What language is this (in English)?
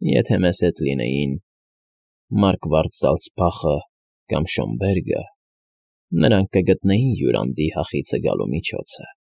Armenian